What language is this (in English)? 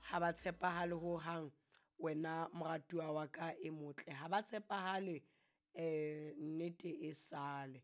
Southern Sotho